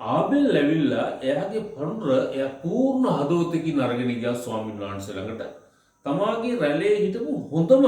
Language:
Sinhala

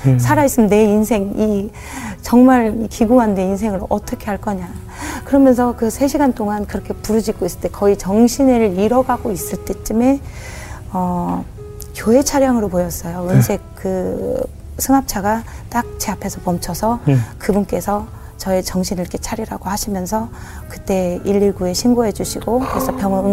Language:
Korean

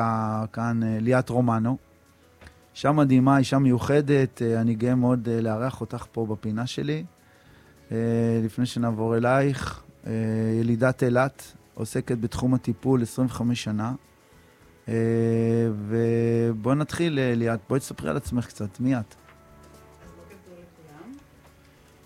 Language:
Hebrew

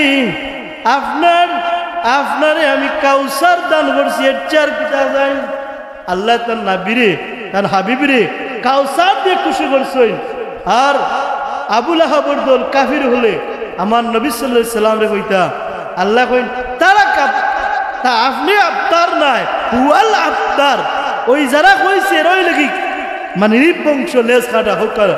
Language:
Sylheti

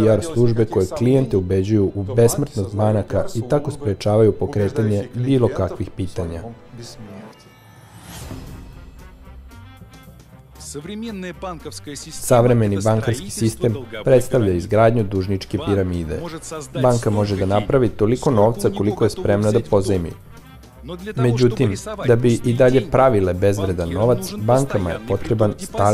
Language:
Serbian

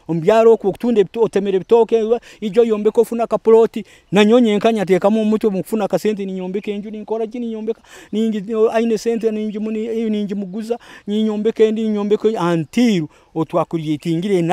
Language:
Nyoro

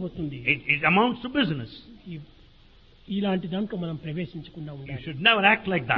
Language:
Telugu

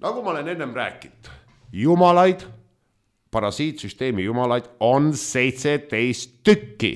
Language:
Estonian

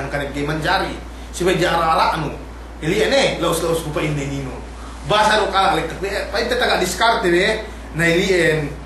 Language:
Yakan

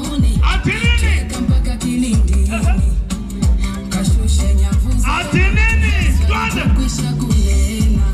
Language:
Swahili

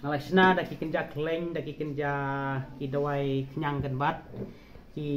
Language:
Khasi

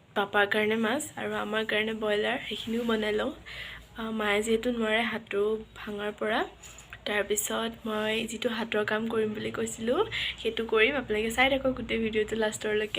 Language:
Assamese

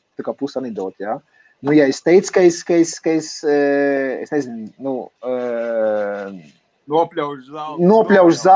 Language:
Latvian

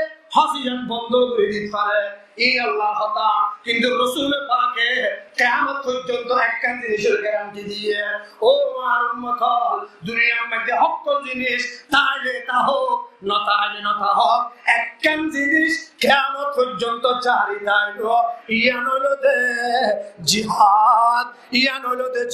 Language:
Rohingya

